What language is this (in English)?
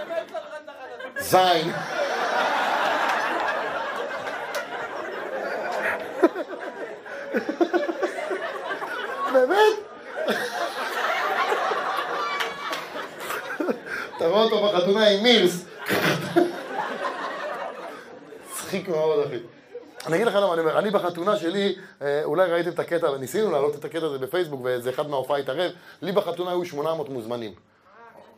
Hebrew